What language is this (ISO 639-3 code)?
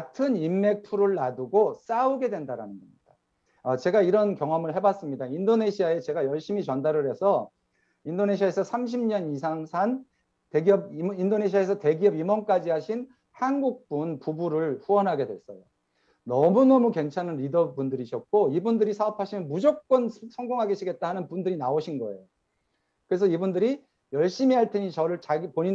kor